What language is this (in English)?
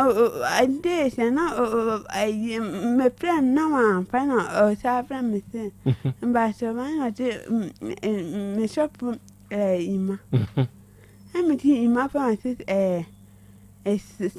Akan